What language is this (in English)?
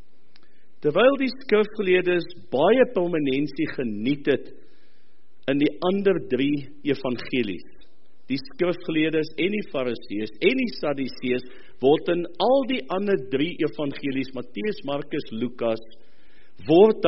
Afrikaans